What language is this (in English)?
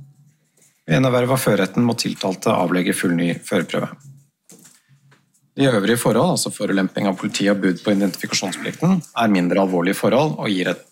Norwegian